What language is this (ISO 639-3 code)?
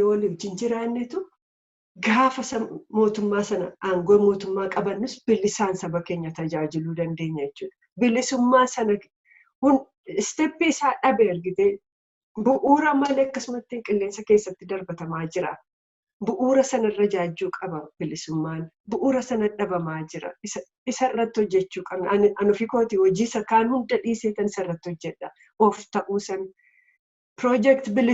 orm